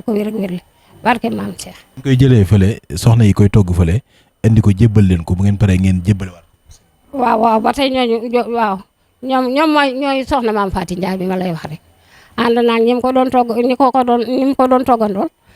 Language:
Wolof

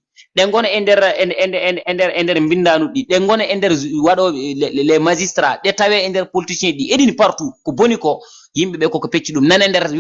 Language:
Fula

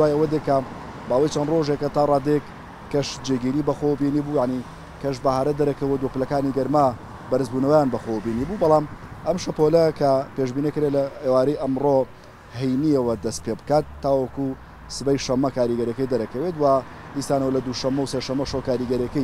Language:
Central Kurdish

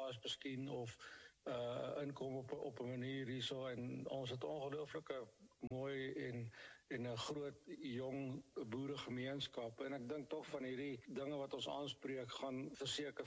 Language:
Afrikaans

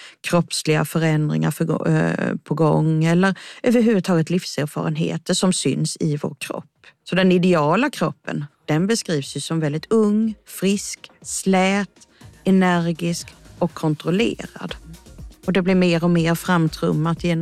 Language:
Swedish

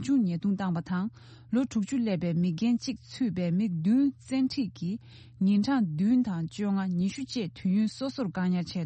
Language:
Tibetan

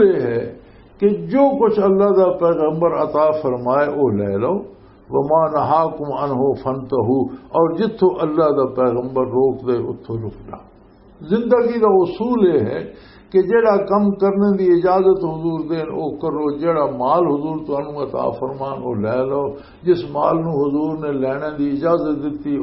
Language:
Western Panjabi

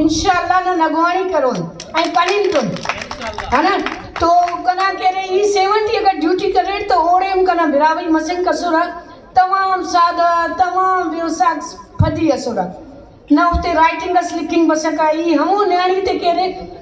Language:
Brahui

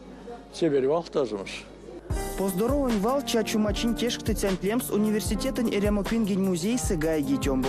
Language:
Erzya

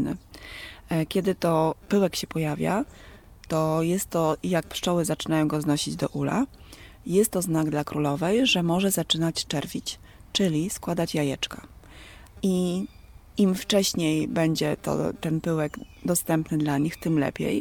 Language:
Polish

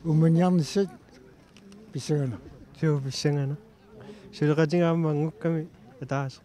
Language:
Kalaallisut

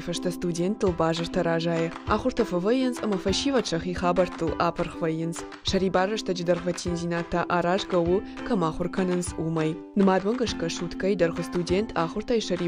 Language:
Ossetic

